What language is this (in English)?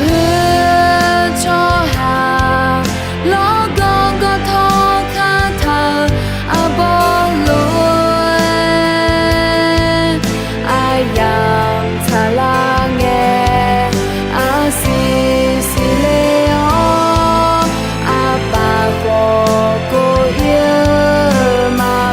Akha